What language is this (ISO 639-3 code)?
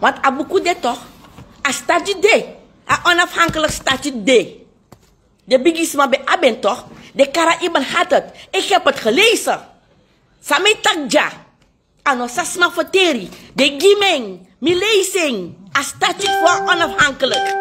srn